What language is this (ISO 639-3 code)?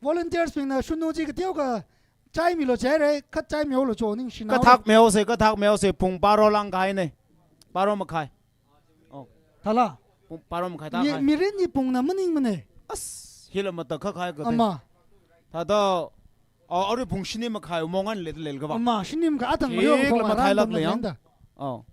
nmf